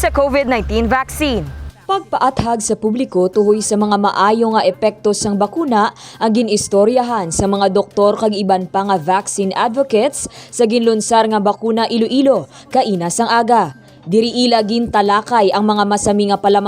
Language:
Hiligaynon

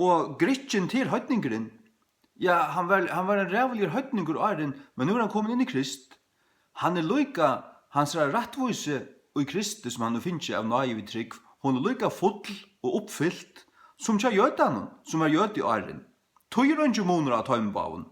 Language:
Faroese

